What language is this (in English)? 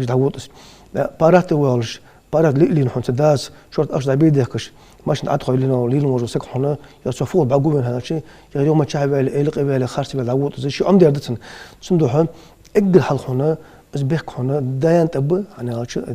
Ingush